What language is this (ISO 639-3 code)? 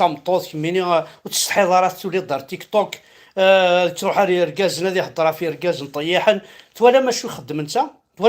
kab